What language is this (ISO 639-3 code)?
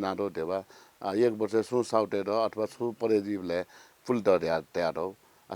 new